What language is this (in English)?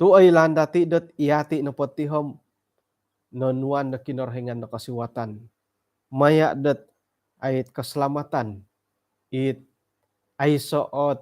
Central Dusun